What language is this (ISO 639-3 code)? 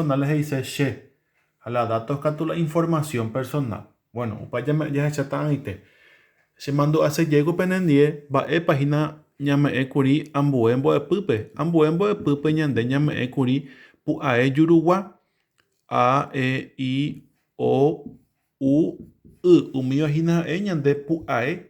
grn